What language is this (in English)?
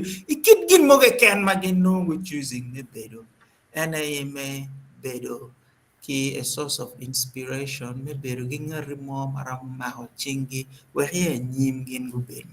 Acoli